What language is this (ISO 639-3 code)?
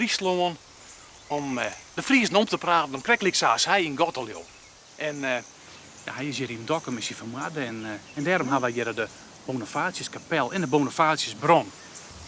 fry